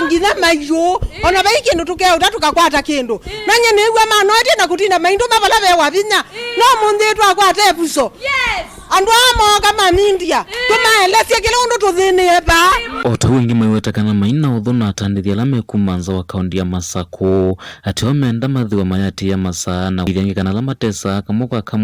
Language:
Kamba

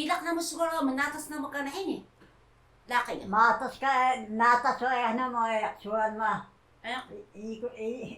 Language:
Taroko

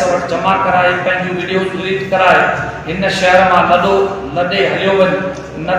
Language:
Sindhi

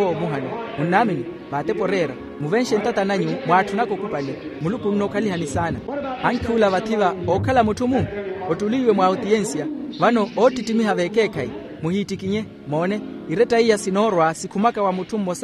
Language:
Makhuwa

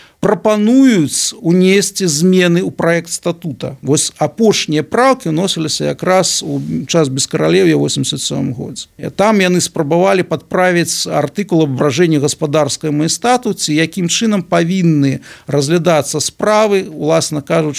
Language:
Belarusian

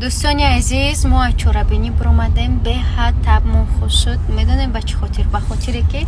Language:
Tajik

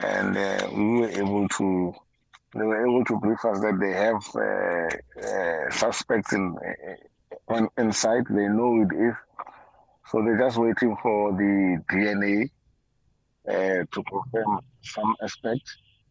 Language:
English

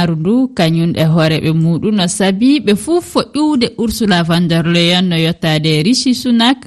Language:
Fula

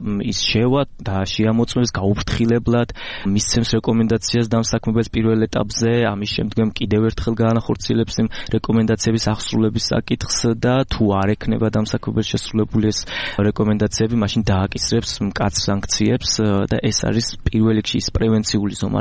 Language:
Georgian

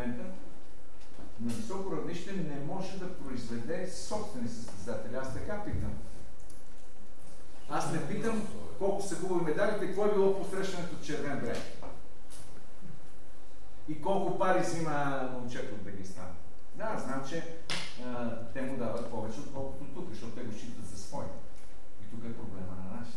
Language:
Bulgarian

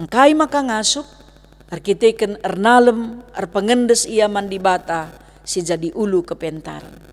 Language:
Batak Karo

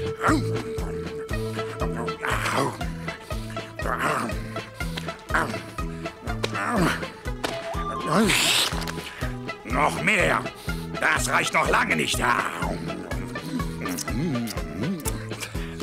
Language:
German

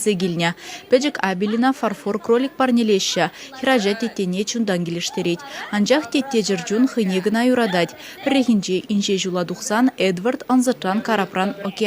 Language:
Chuvash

